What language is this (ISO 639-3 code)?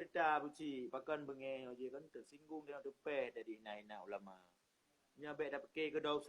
ace